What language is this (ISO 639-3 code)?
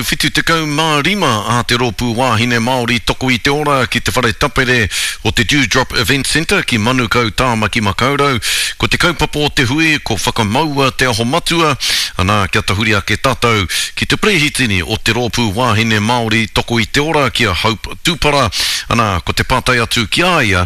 mri